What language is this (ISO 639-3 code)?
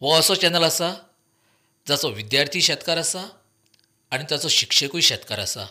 kok